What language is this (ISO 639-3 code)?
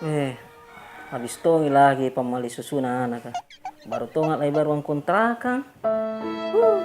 mfp